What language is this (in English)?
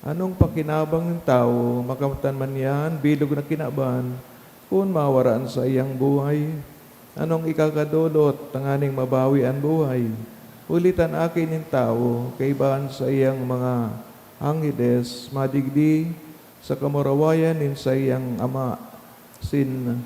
Bikol